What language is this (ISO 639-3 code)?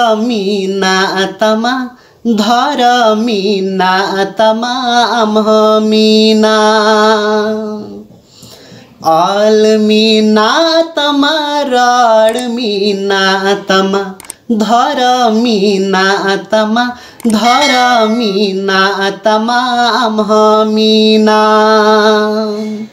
sat